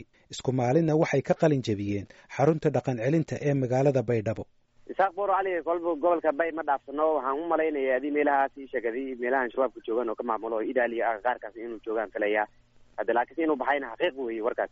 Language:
Somali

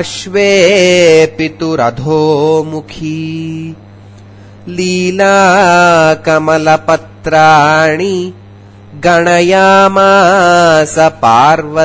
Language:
Sanskrit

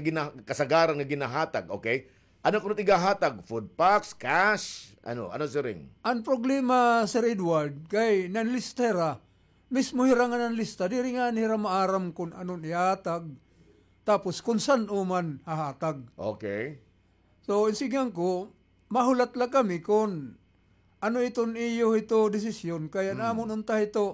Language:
Waray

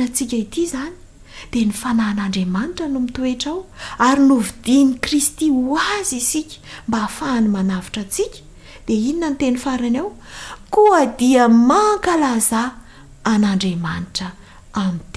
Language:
Malagasy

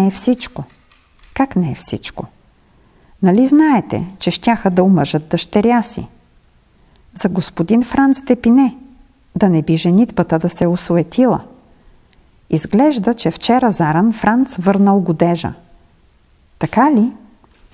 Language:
Bulgarian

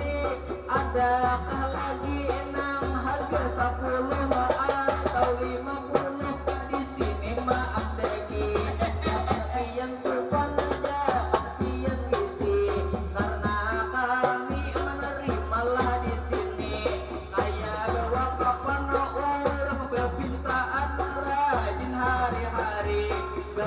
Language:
Banjar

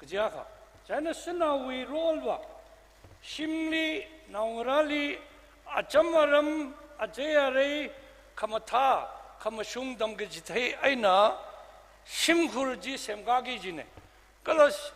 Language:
Tangkhul Naga (India)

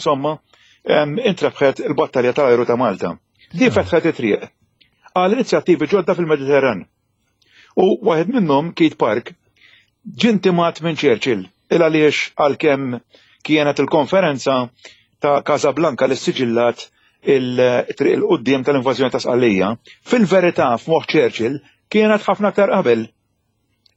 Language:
Maltese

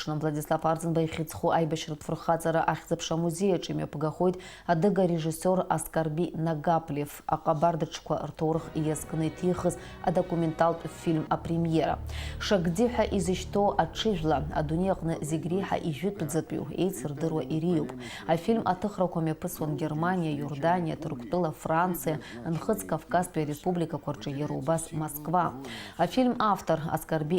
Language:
Abkhazian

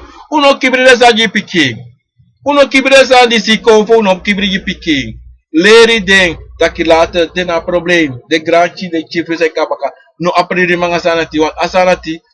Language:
Sranan Tongo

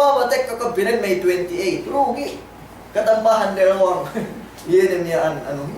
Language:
Yakan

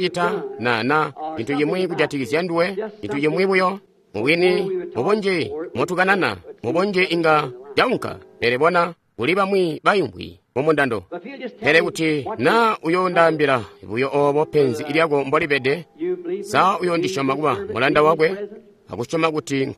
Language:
Tonga (Zambia)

